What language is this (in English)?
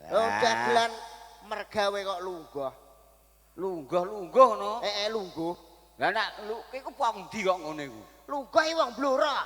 Javanese